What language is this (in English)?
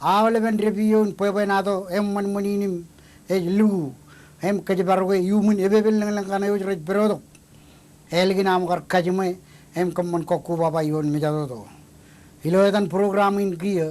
Marshallese